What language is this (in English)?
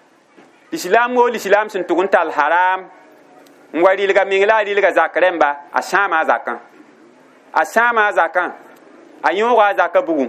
Mossi